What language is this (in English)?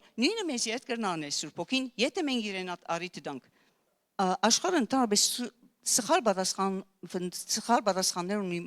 Western Armenian